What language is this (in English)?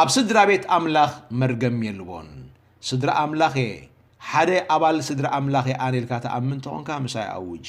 Tigrinya